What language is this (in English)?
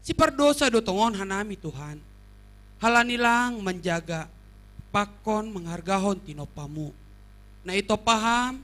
Batak Simalungun